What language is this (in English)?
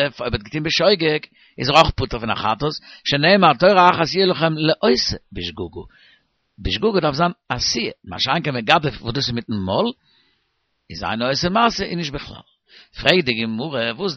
Yiddish